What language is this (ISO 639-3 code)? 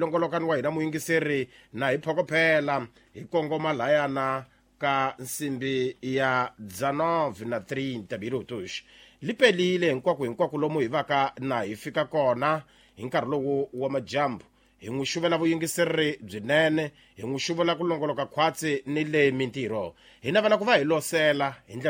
tso